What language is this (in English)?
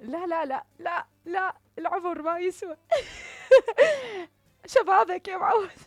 Mesopotamian Arabic